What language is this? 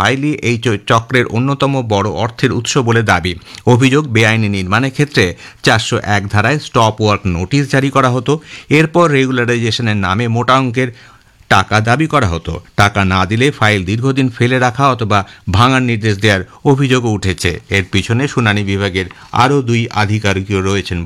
Bangla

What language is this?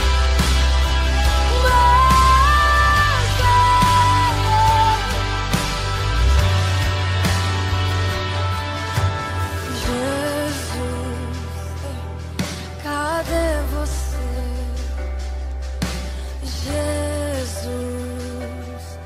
Portuguese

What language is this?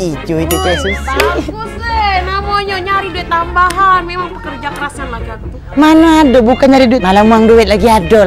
Musi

